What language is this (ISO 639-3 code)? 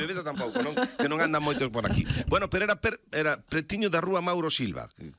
glg